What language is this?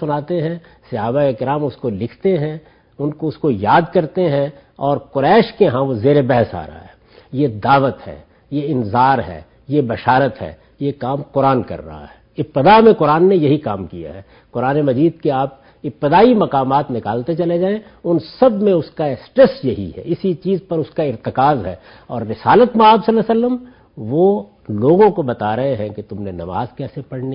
Urdu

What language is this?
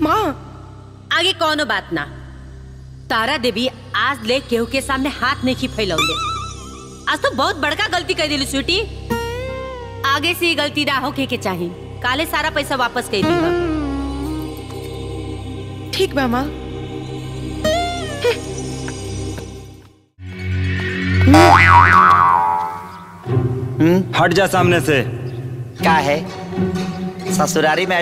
Bhojpuri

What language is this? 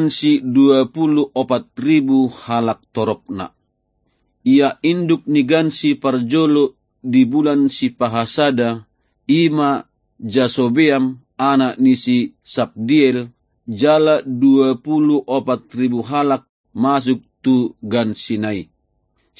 Batak Toba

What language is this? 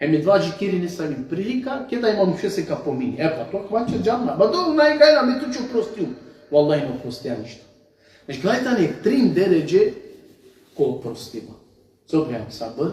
Balkan Romani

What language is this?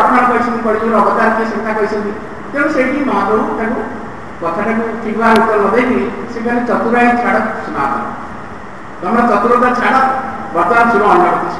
Odia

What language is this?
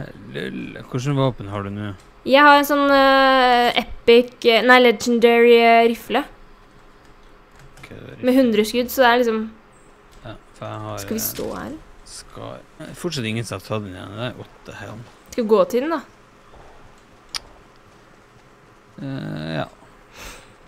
Norwegian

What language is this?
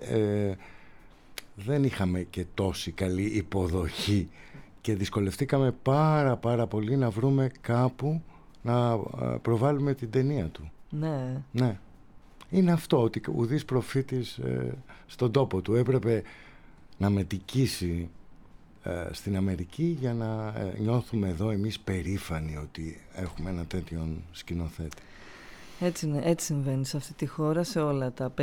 Greek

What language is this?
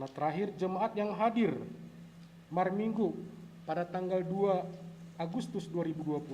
Batak Simalungun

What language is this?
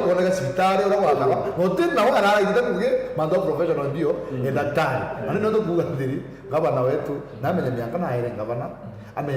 Meru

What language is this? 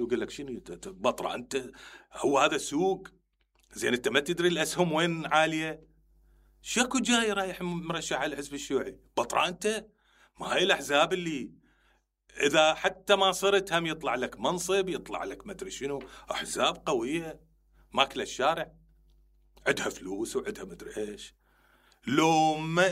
Mesopotamian Arabic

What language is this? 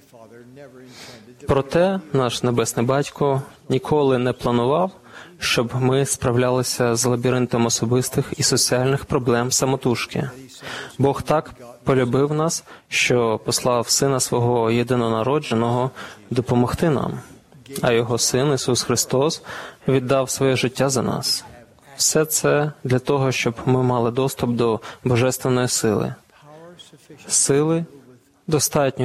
Ukrainian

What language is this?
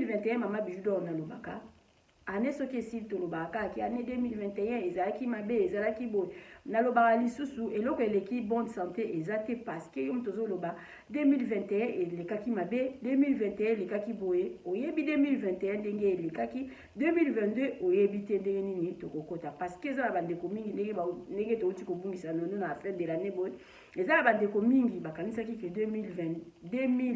Lingala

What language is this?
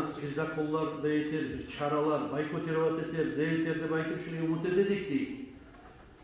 Kumyk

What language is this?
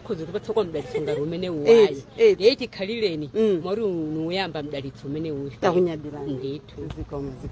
Nyanja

